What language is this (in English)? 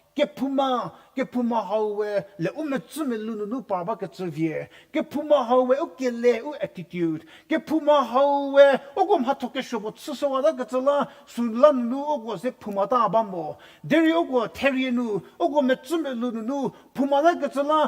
Angami Naga